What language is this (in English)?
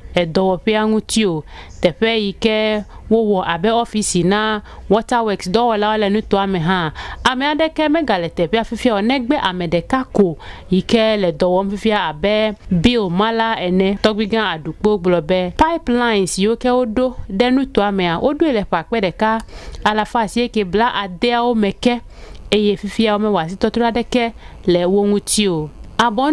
Ewe